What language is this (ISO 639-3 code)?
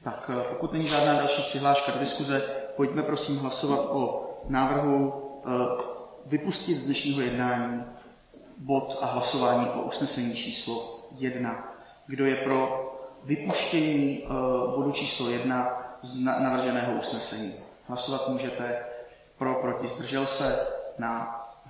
ces